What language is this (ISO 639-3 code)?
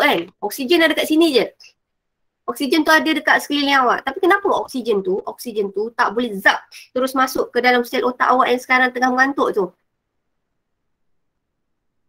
msa